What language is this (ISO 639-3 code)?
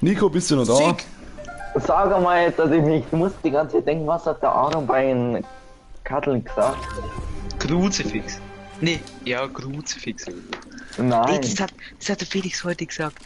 bar